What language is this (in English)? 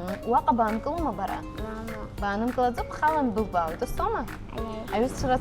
Abkhazian